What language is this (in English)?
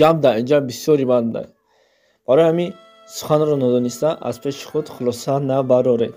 Tajik